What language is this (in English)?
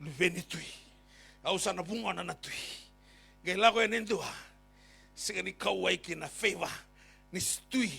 Fijian